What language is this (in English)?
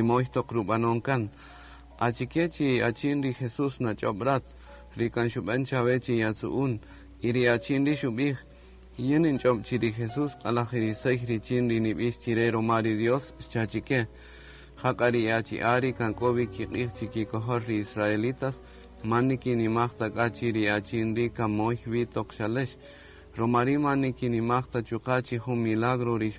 Kaqchikel